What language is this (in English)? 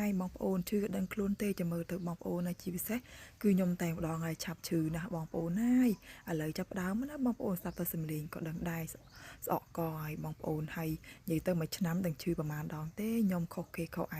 Khmer